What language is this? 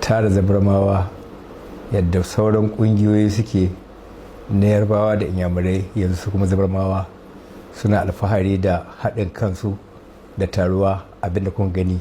Hausa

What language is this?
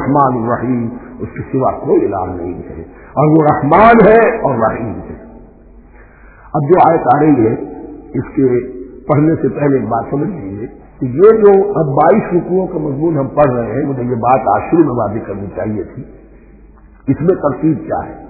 Urdu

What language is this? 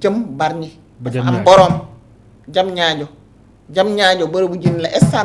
Wolof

